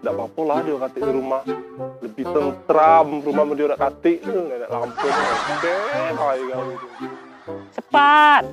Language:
Musi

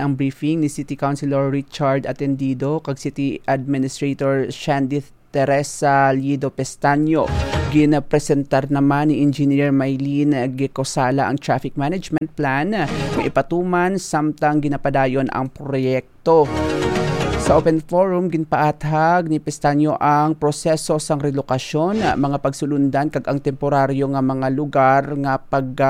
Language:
Hiligaynon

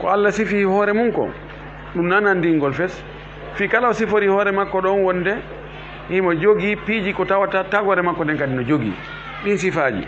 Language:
Fula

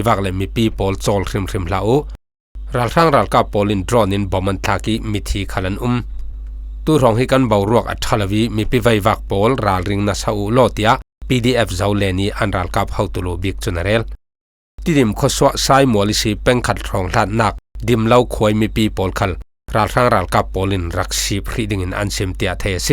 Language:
Falam Chin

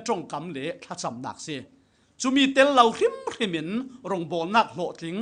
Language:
Falam Chin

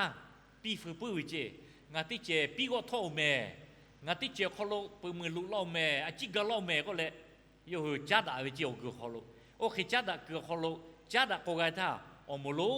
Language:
Lahu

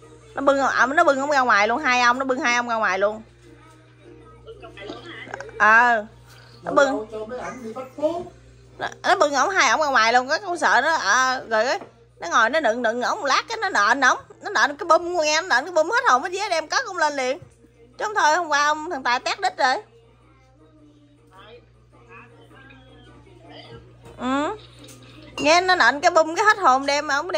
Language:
Vietnamese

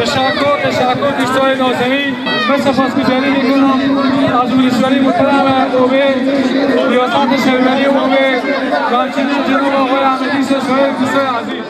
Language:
Persian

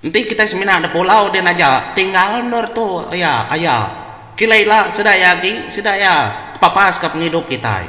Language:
Iban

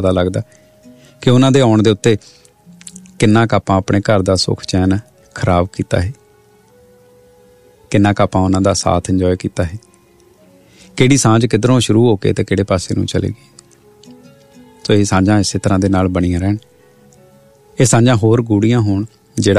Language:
Punjabi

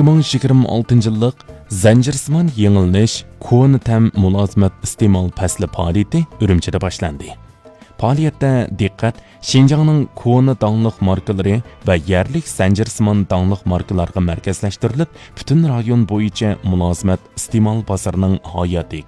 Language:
Uyghur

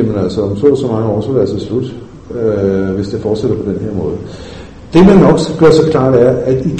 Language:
Danish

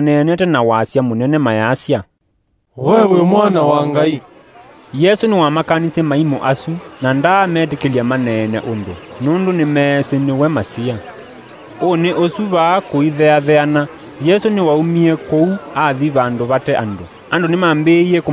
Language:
Kamba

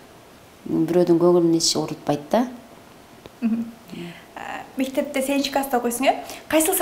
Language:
Kyrgyz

